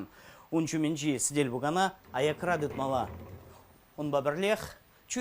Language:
Chuvash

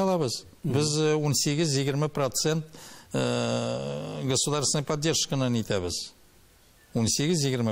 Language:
Tatar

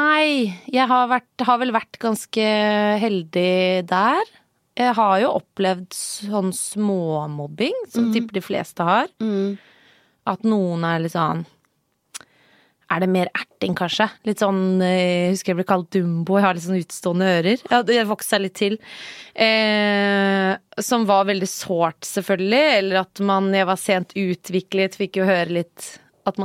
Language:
Norwegian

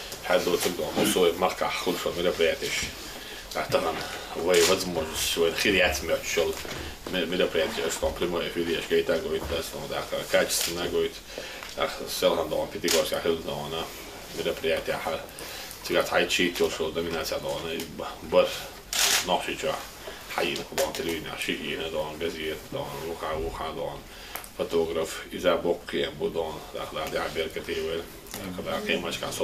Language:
Chechen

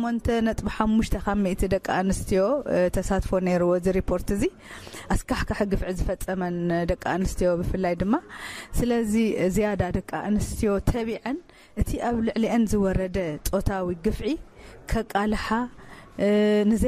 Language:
Tigrinya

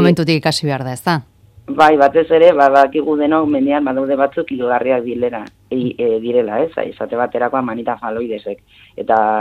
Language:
Basque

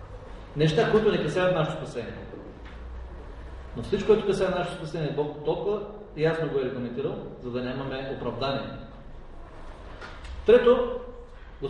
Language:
Bulgarian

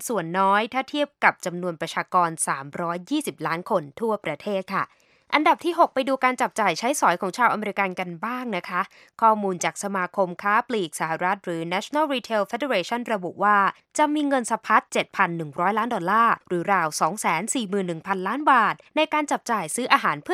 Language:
Thai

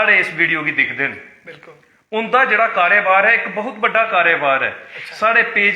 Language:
Dogri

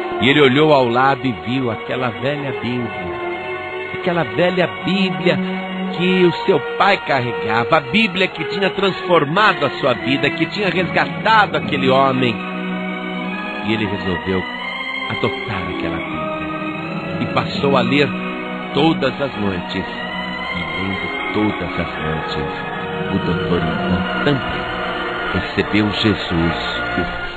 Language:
Portuguese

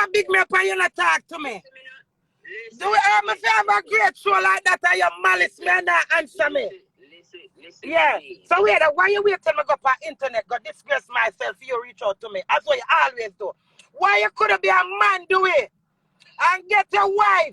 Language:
Jamaican Creole English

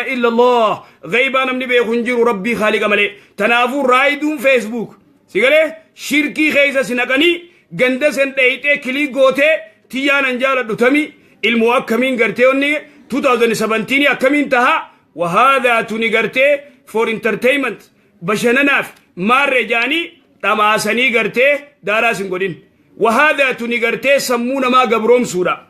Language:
Oromo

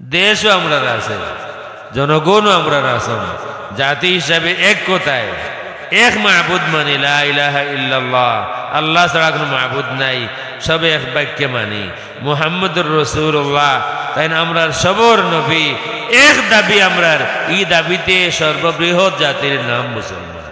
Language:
Sylheti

